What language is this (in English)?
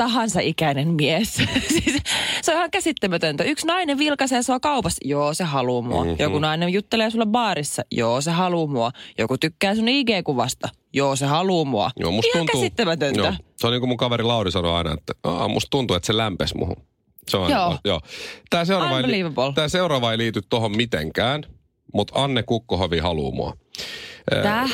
Finnish